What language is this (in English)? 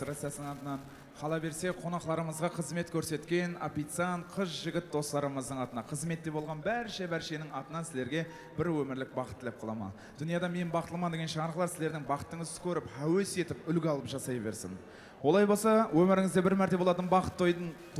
Kara-Kalpak